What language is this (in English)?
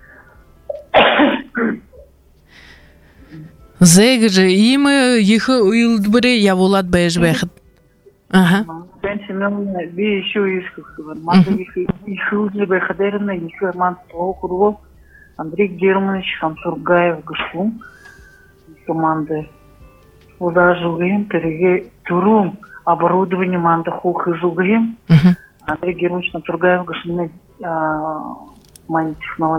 Buriat